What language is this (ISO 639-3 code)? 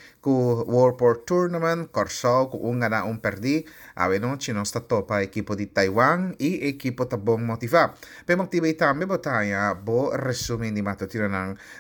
pap